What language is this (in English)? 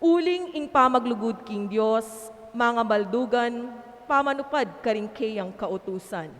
Pampanga